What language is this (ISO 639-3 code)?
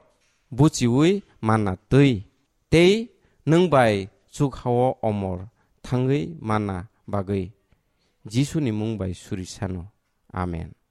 trp